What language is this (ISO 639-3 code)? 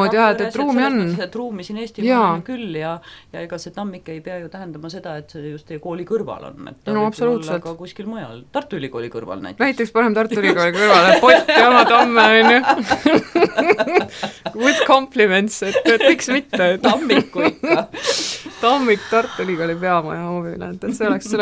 est